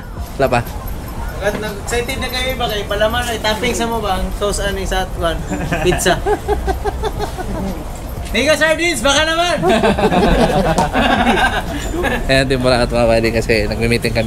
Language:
Filipino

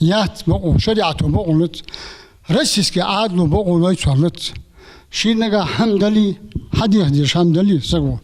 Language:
Ingush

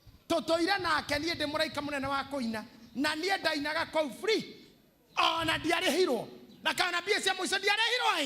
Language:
Kikuyu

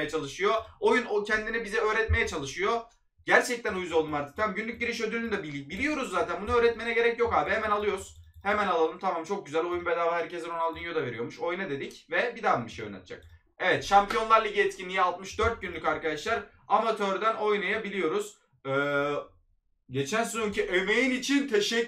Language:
Turkish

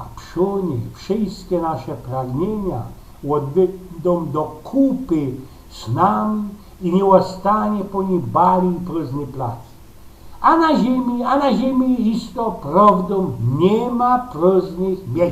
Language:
Silesian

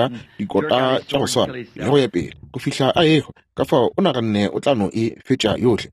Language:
Northern Sotho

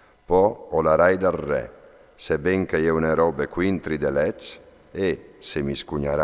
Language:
Friulian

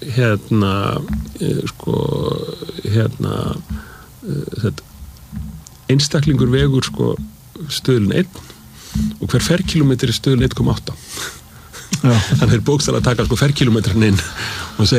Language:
Icelandic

